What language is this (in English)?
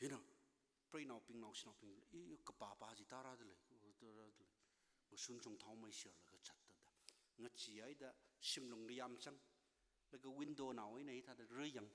Tangkhul Naga (India)